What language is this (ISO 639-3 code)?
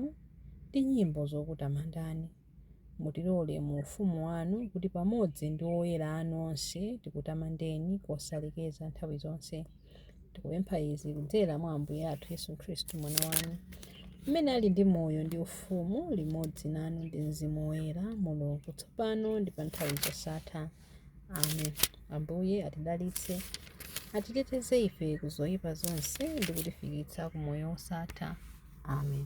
nya